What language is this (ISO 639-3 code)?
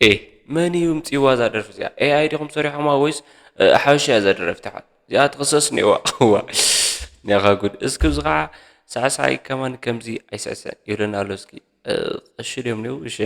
tir